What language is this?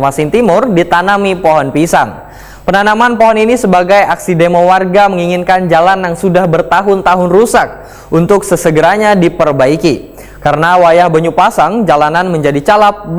Banjar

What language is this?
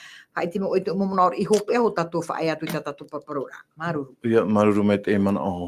Tahitian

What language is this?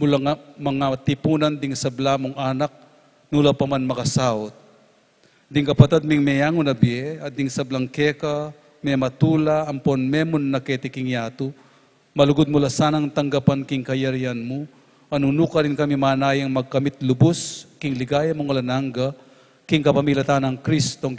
Pampanga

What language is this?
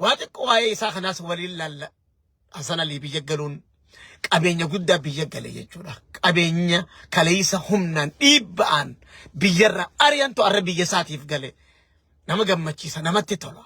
Oromo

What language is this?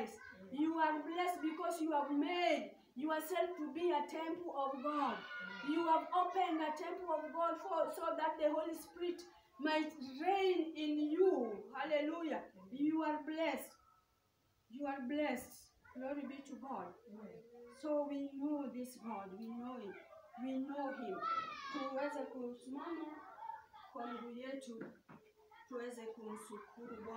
Swahili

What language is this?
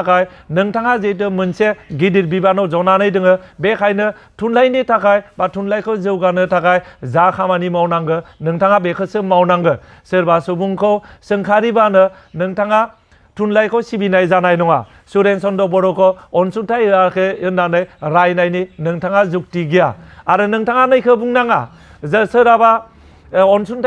Bodo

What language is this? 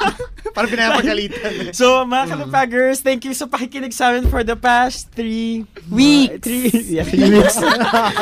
Filipino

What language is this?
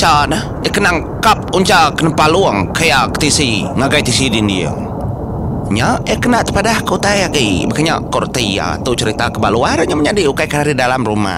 Iban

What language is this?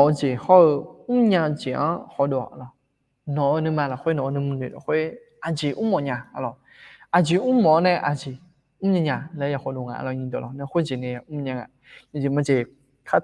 Akha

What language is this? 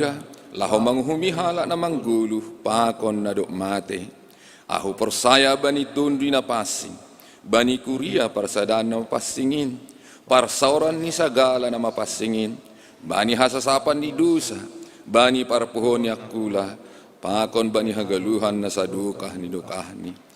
Batak Simalungun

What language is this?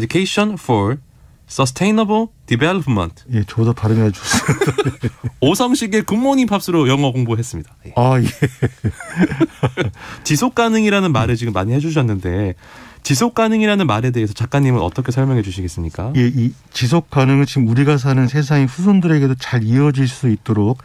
Korean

